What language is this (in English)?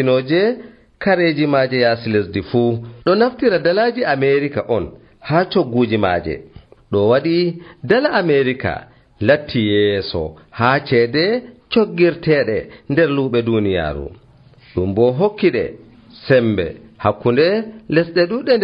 Nigerian Fulfulde